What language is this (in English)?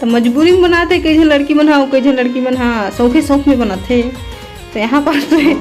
Chhattisgarhi